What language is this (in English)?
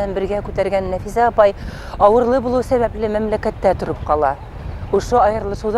Bashkir